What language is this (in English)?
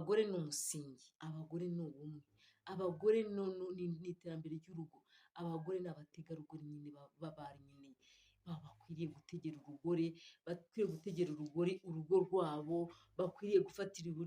Kinyarwanda